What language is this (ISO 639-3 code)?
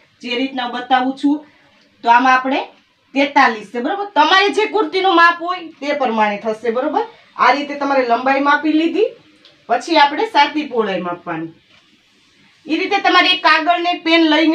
guj